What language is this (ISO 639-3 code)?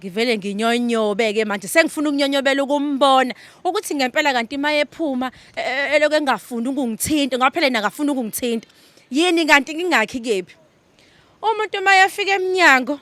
zul